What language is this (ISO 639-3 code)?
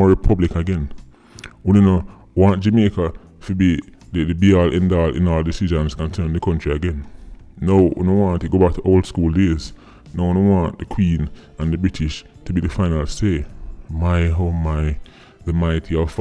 jam